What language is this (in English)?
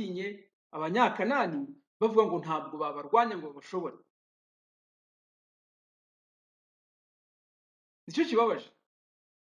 Kinyarwanda